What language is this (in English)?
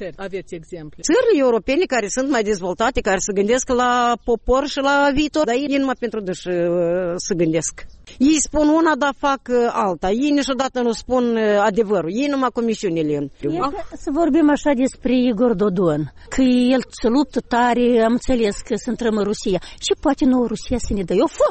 Romanian